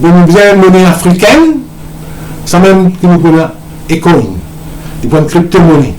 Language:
Morisyen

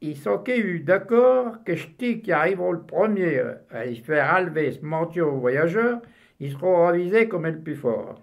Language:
Picard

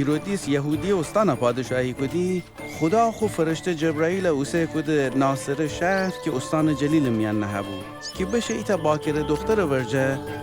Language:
Gilaki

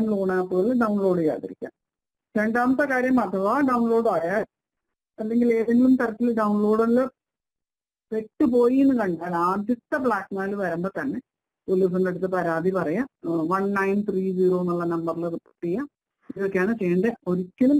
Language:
Malayalam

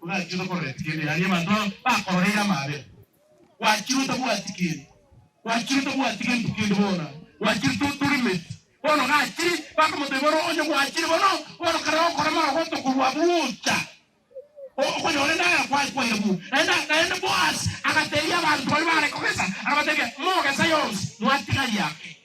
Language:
Gusii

